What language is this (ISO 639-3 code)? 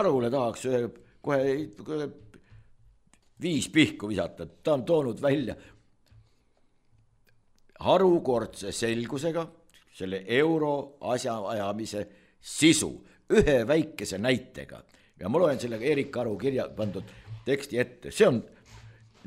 est